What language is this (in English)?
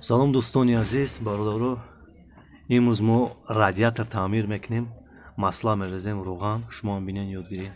Tajik